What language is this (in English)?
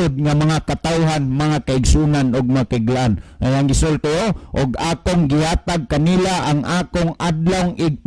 Cebuano